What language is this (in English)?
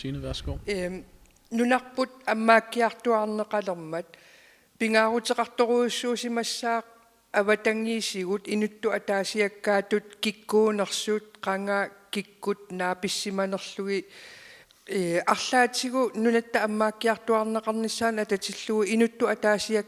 Kalaallisut